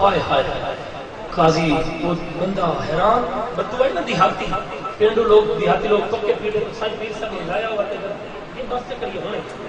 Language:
Saraiki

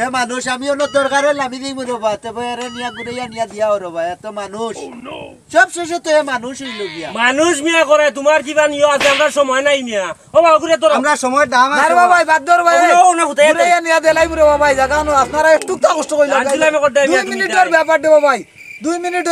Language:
Sylheti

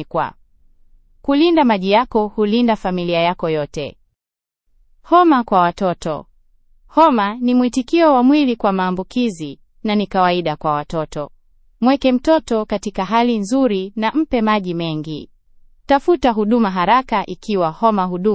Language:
Swahili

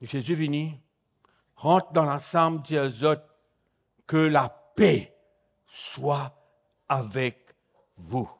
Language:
Morisyen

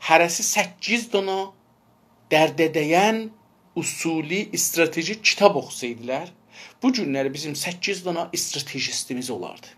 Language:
South Azerbaijani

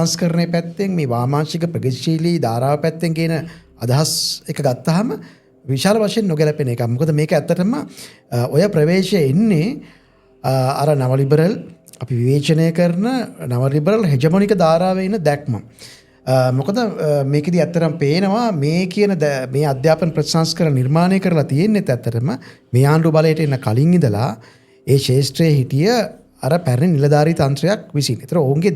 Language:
Sinhala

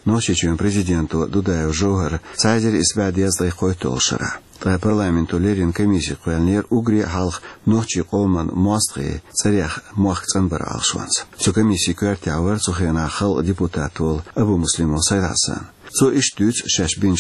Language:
Chechen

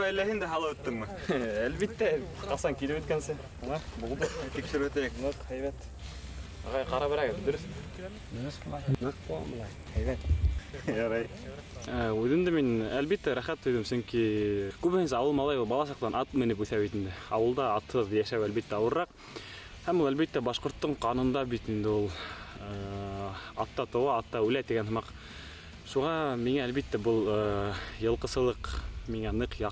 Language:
Bashkir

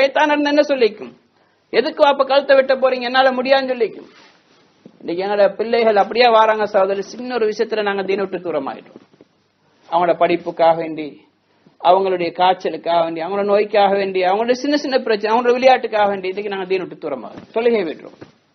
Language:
Tamil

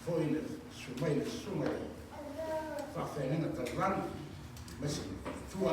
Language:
Samoan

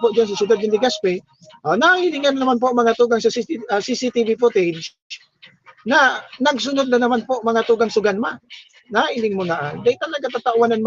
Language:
Bikol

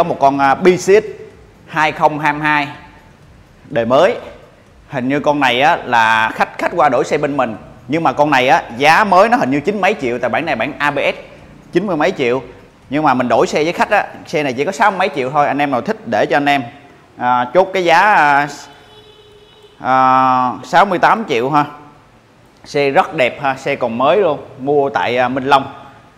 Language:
Vietnamese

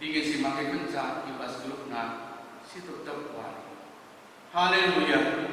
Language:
Batak Karo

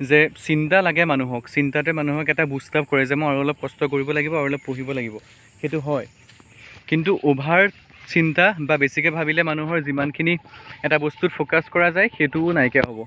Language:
Assamese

